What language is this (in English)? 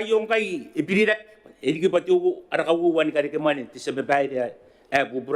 Gilbertese